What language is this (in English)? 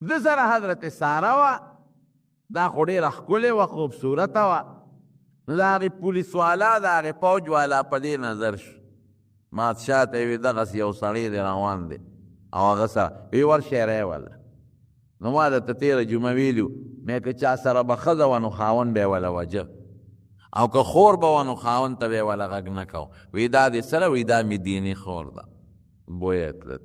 Pashto